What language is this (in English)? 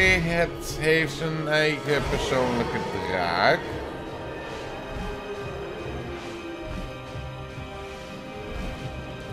Dutch